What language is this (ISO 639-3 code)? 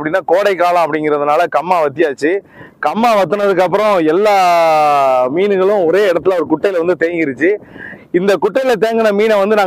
tam